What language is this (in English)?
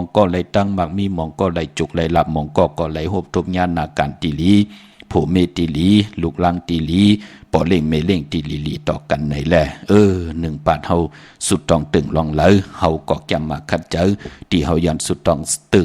Shan